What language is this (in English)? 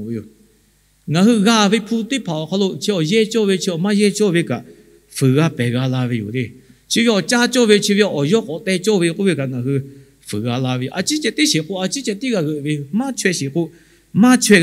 Lahu